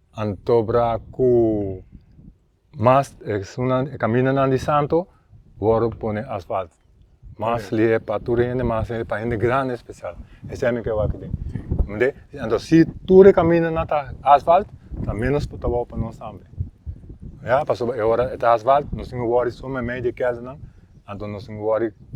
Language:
Papiamento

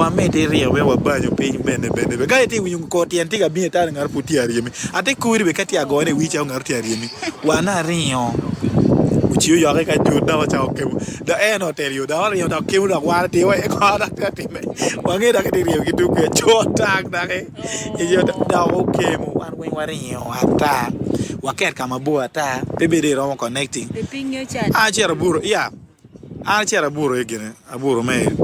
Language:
Acoli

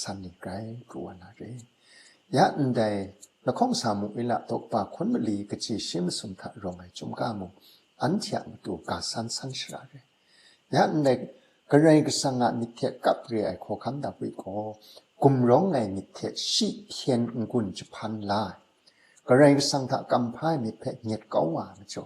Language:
Kachin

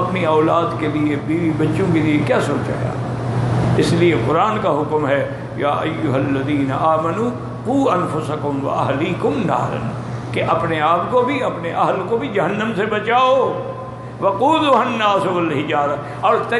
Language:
Urdu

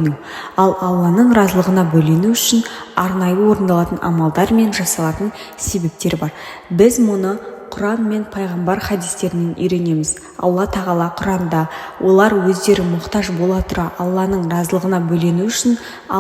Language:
Kazakh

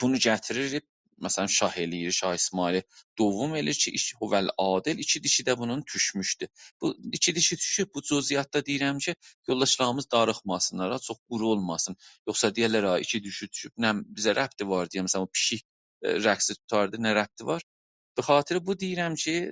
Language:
South Azerbaijani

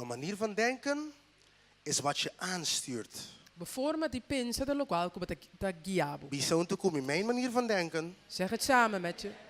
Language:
Papiamento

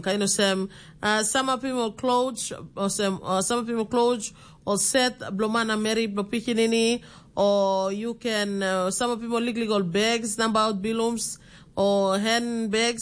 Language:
Tok Pisin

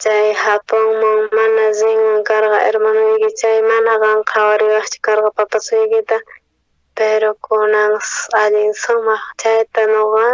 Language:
South Bolivian Quechua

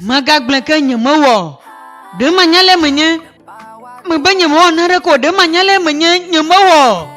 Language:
Ewe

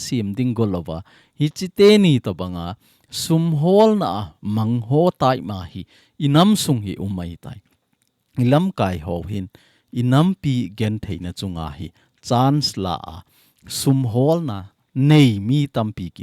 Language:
Thado Chin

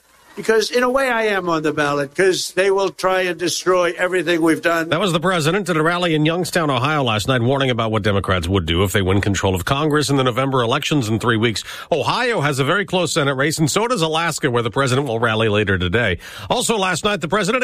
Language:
English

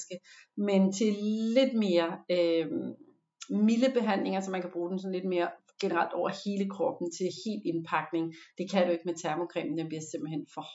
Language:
Danish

